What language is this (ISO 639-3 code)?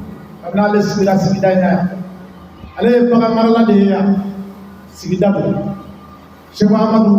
bam